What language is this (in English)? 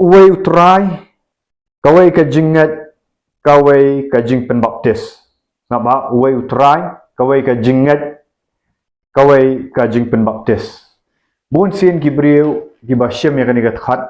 Khasi